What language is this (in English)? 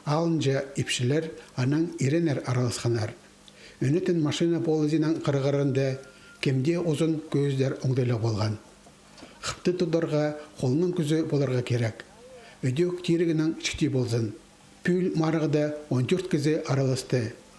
Khakas